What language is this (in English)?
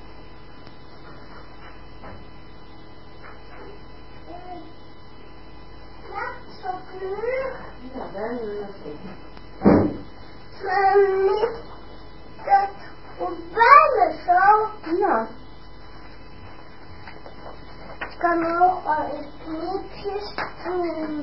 Dutch